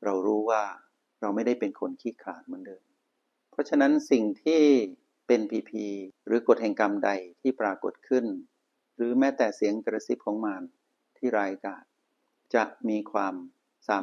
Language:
Thai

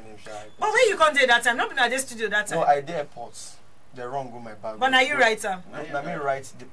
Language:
Nigerian Pidgin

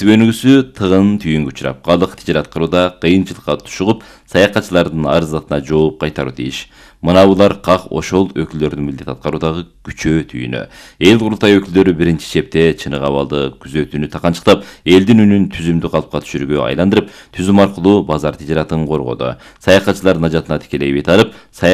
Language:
Kyrgyz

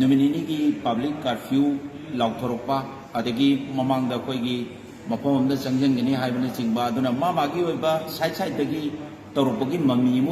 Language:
Manipuri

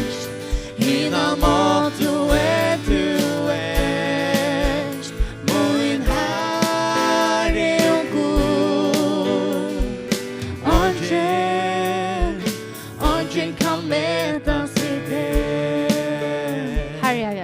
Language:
Faroese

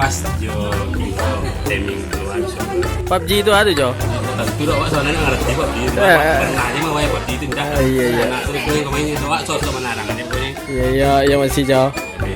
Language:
Minangkabau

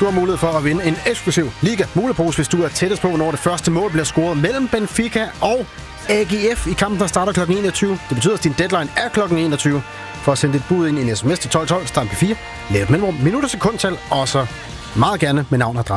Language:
Danish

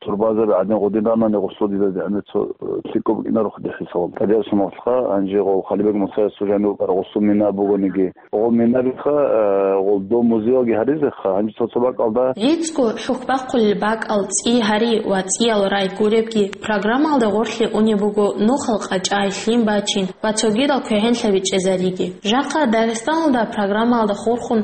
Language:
Avaric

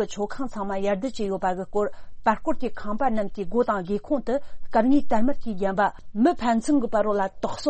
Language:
Tibetan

